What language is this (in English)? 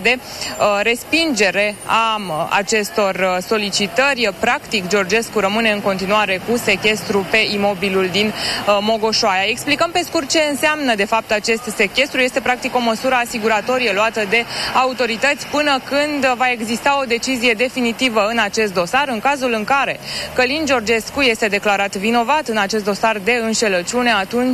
Romanian